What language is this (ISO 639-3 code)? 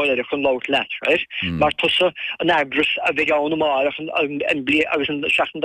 gle